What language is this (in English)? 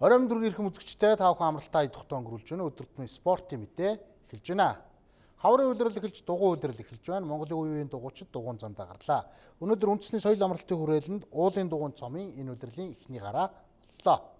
Mongolian